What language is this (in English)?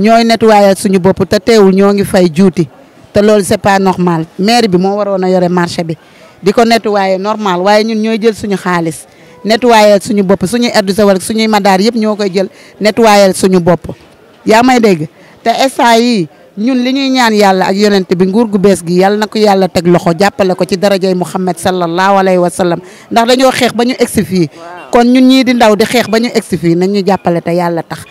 Wolof